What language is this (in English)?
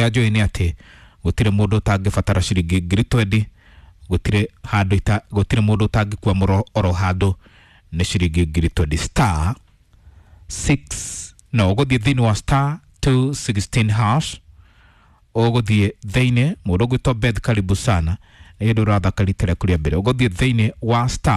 Kikuyu